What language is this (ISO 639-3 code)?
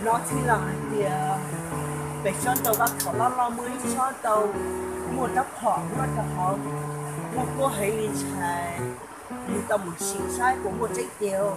hmn